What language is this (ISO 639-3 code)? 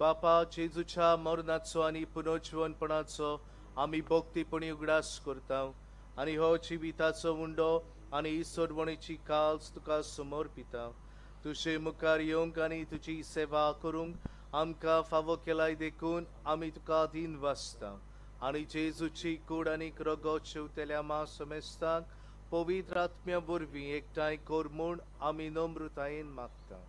kok